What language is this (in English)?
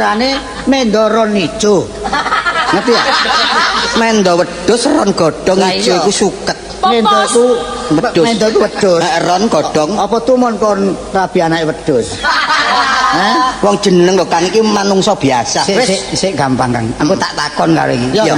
Javanese